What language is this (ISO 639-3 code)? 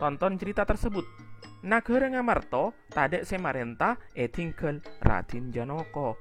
mad